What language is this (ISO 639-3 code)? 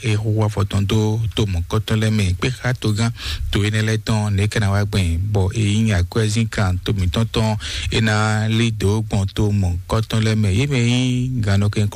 fon